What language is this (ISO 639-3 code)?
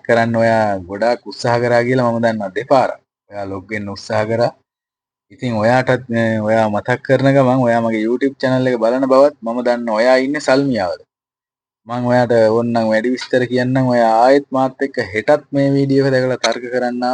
sin